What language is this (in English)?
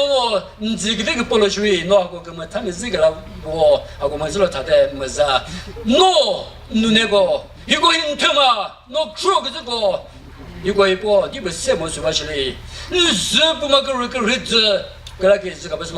Chokri Naga